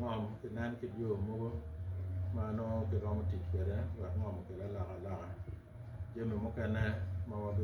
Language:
Acoli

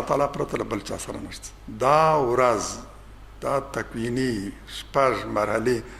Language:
Pashto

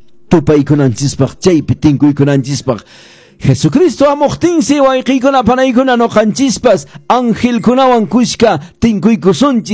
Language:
Quechua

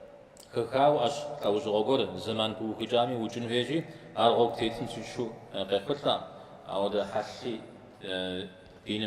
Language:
Kabardian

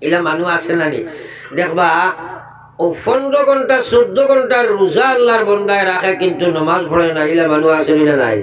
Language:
Sylheti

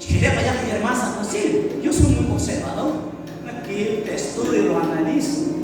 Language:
Kekchí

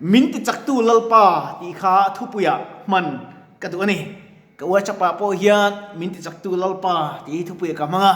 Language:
Mizo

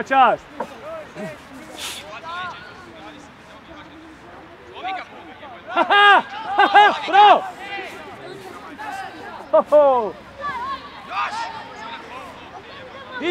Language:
Croatian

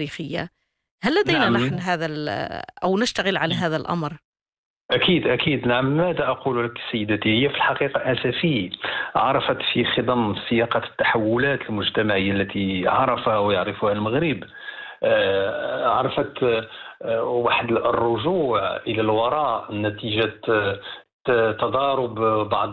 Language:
Arabic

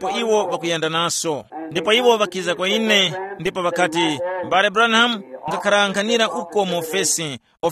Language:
Tumbuka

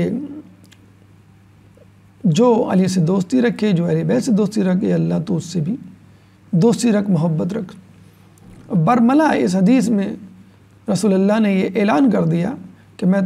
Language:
Urdu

